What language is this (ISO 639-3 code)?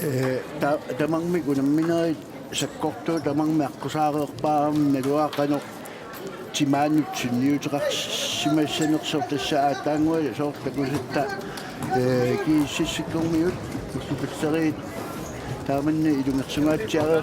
kal